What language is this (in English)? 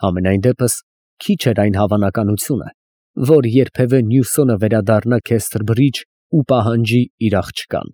Armenian